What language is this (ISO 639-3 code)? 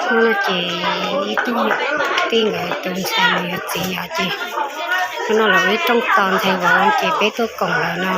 hmn